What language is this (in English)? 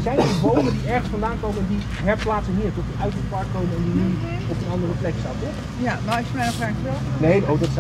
Dutch